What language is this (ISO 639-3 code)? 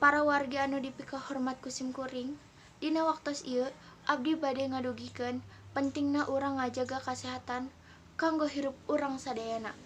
sun